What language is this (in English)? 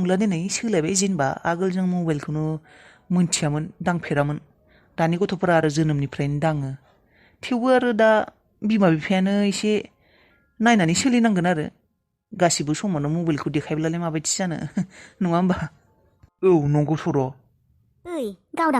Bodo